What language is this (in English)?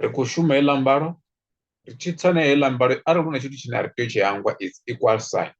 Venda